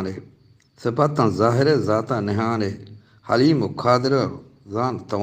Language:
Eastern Balochi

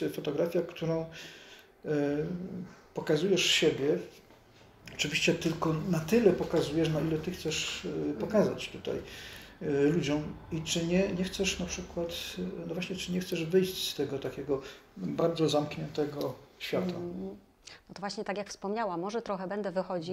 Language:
Polish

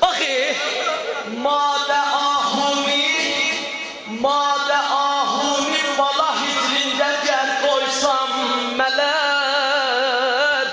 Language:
South Azerbaijani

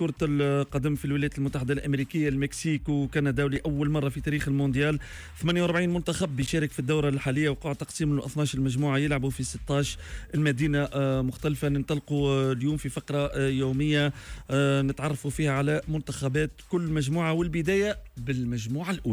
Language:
Tunisian Arabic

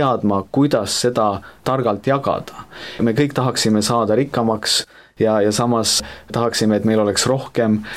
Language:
Estonian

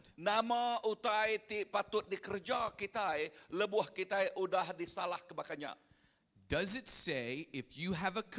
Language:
Iban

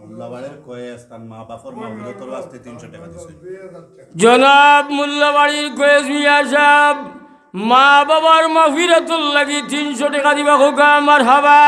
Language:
Sylheti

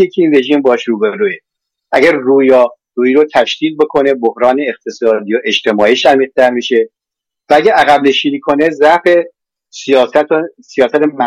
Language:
Persian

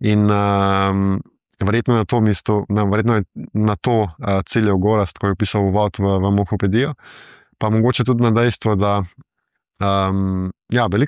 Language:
Slovenian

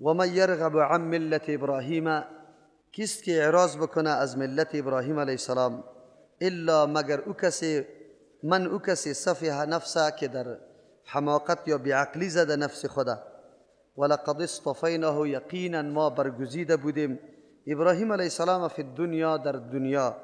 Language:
Persian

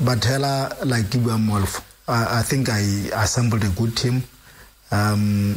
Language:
Tswana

